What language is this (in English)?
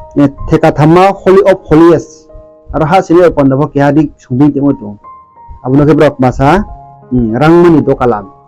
Riang (India)